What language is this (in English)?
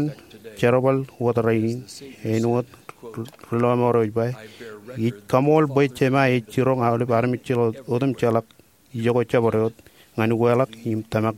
Marshallese